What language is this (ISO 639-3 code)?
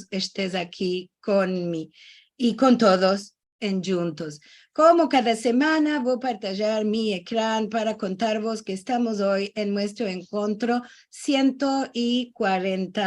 lad